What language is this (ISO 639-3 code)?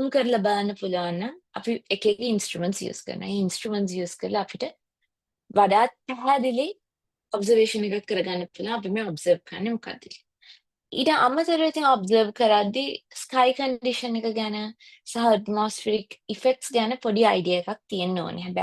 sin